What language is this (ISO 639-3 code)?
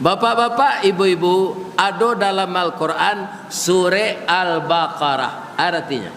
min